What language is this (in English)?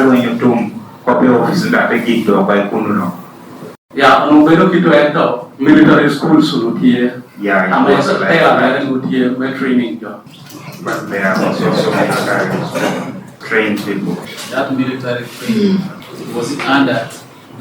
Lango (Uganda)